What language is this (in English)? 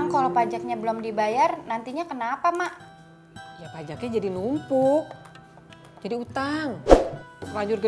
Betawi